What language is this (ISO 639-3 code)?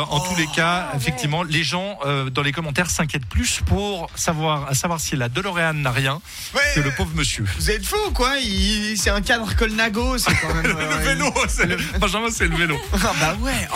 fra